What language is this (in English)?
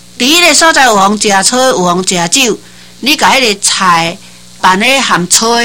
Min Nan Chinese